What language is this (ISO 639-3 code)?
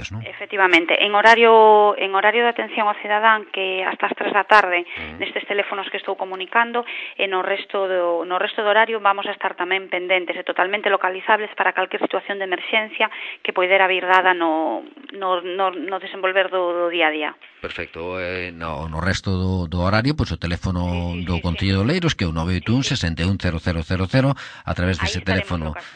glg